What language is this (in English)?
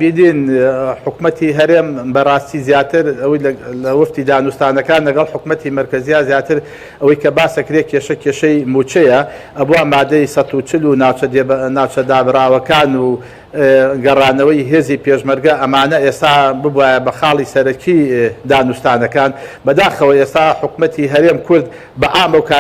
Central Kurdish